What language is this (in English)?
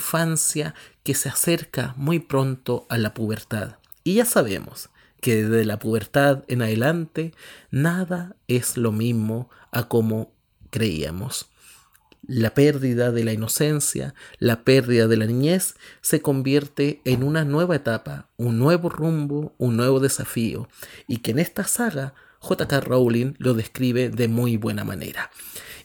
Spanish